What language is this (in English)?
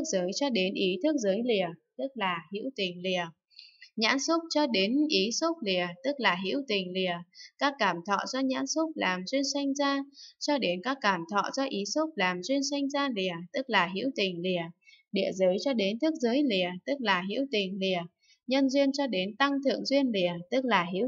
Vietnamese